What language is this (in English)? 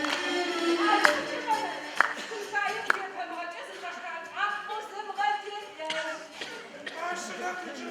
Adyghe